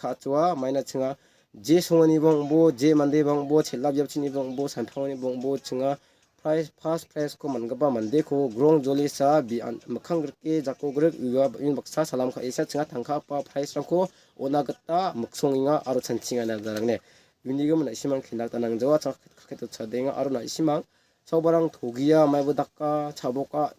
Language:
Garo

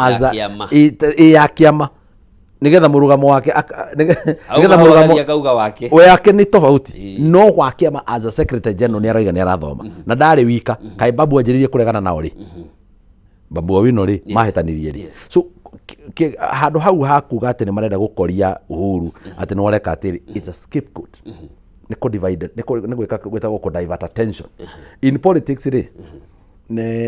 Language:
Kikuyu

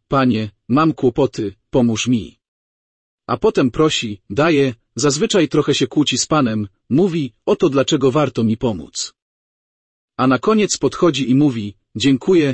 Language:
Polish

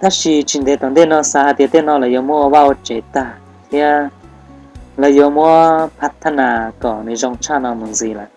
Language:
Hmong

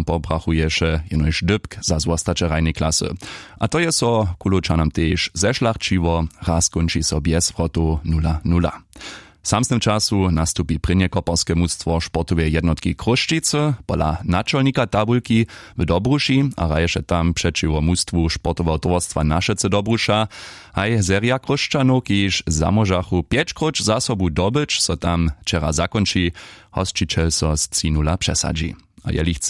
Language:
Upper Sorbian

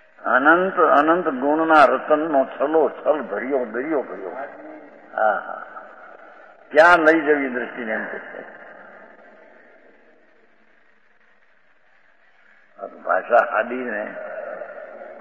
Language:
Gujarati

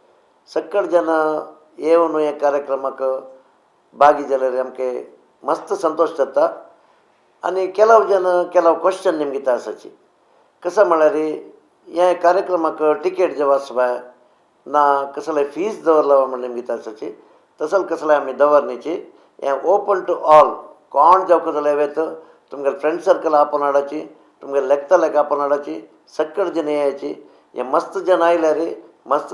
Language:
Konkani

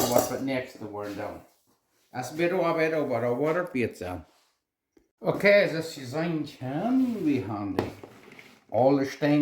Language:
Plautdietsch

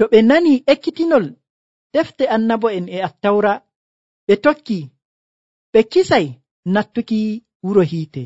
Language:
Nigerian Fulfulde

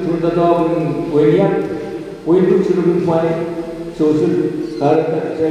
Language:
Pohnpeian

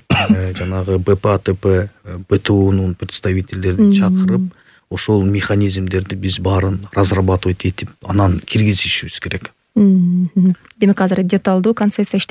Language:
Kyrgyz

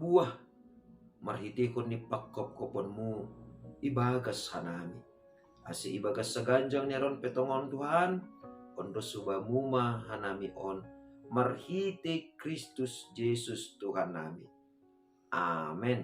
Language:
Batak Simalungun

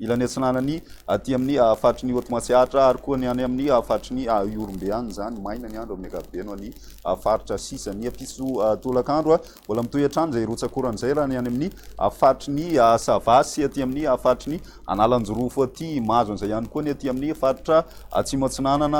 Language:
Malagasy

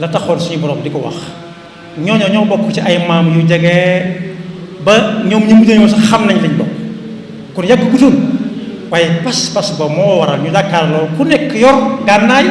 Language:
Wolof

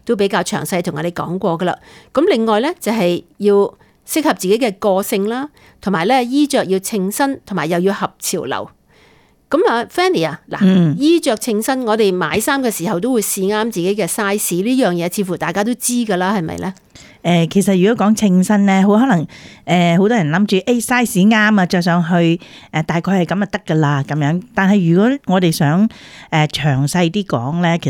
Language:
Cantonese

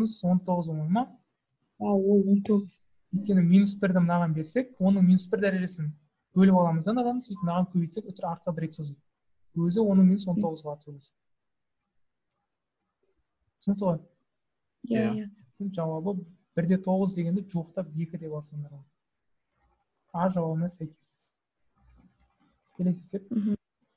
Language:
Kazakh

